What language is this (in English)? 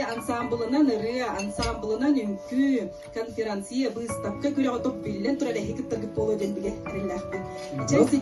Yakut